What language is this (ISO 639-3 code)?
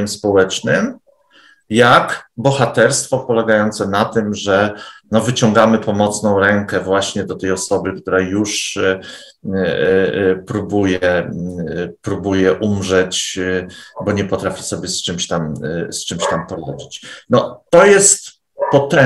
pol